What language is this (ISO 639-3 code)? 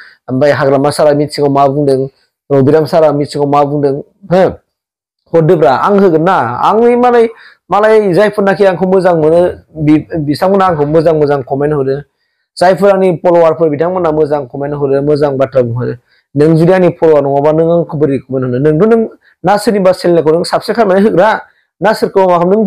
brx